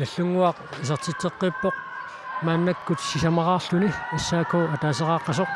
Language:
Kalaallisut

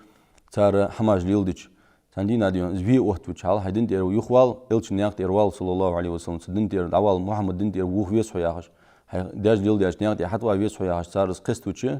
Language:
Ingush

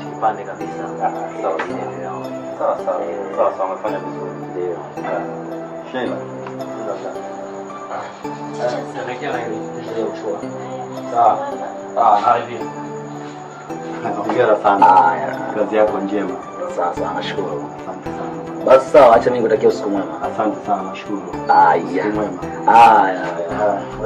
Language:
Swahili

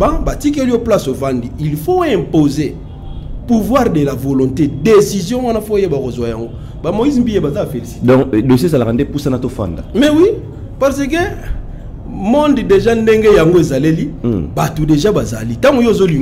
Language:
Lingala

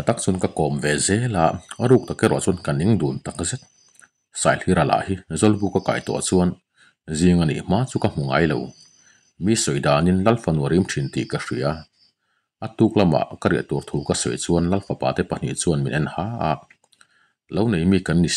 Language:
Mizo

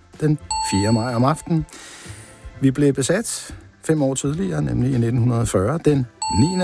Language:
Danish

